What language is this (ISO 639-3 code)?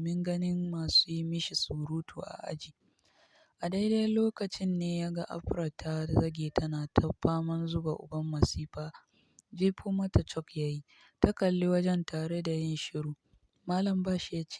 hau